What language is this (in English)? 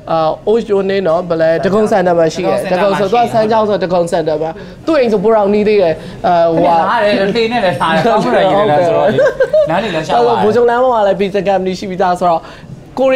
Burmese